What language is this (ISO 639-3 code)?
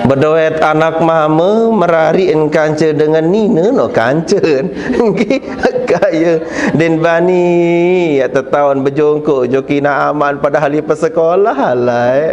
sas